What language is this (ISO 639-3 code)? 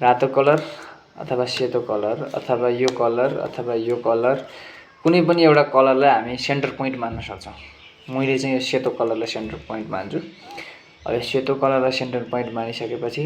nep